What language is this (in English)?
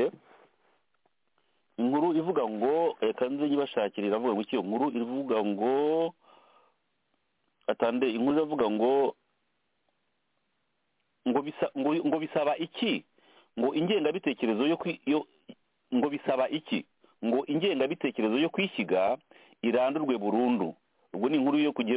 Kinyarwanda